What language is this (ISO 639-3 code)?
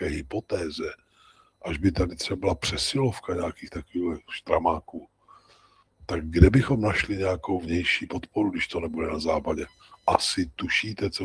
ces